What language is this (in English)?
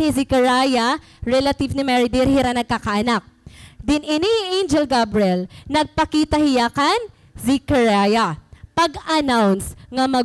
Waray